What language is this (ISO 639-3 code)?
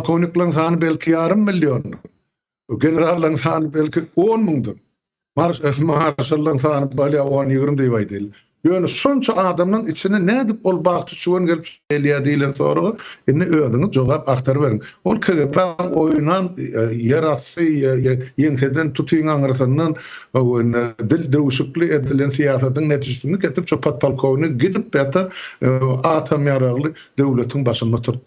tuk